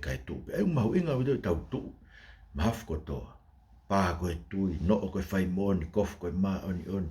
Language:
Tongan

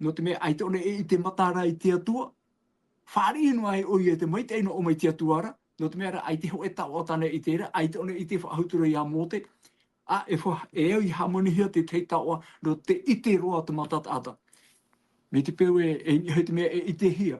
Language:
Tahitian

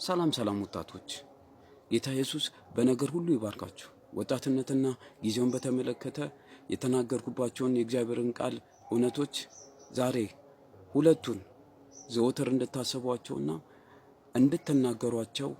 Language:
Amharic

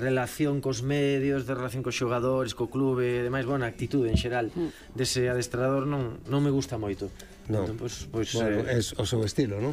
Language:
Galician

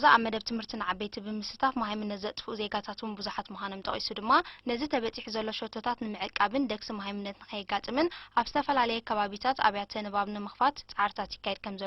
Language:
Tigrinya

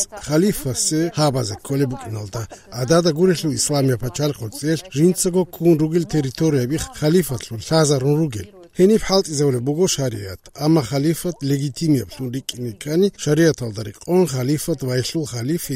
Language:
Avaric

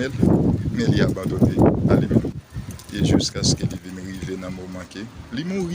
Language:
Haitian Creole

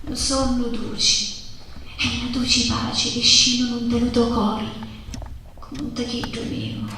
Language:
Sicilian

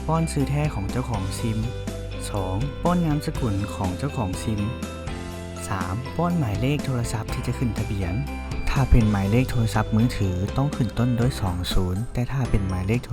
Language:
Lao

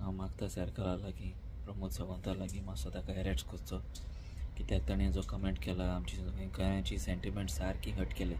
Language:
Konkani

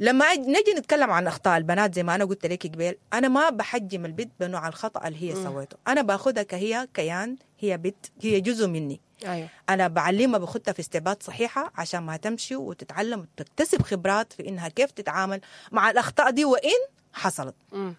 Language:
Sudanese Arabic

